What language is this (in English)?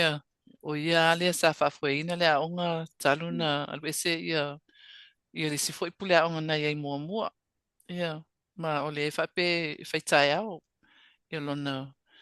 Samoan